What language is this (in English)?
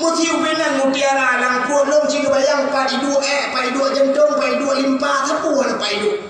Achinese